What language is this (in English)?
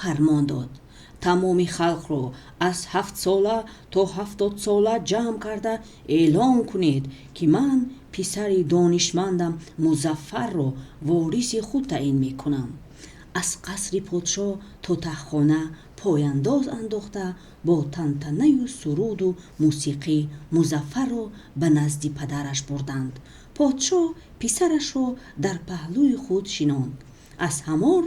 Tajik